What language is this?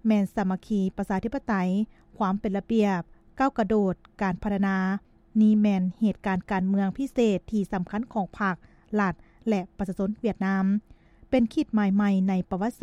Lao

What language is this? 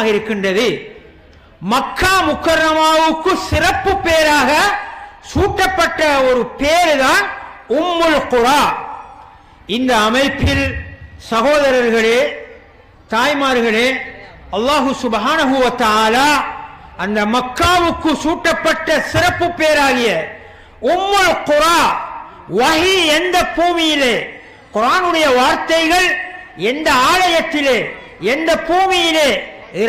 Tamil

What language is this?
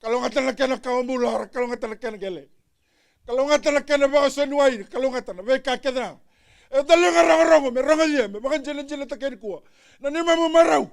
Fijian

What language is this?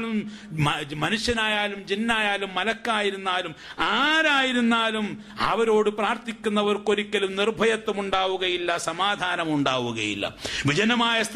Malayalam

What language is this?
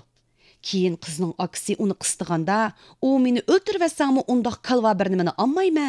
Uyghur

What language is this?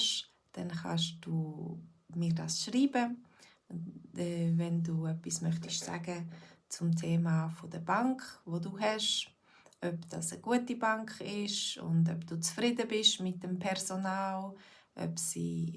Swiss German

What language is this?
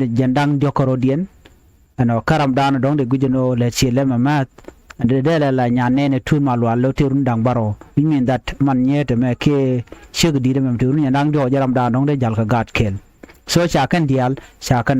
Nuer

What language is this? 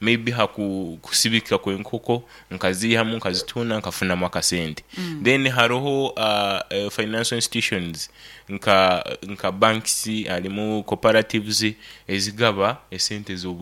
Nyoro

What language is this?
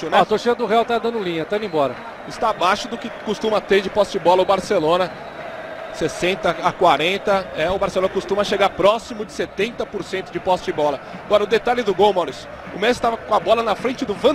Portuguese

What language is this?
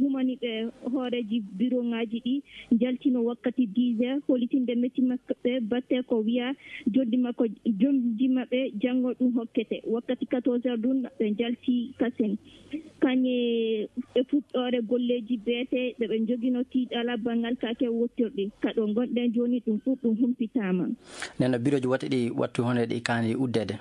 Maasina Fulfulde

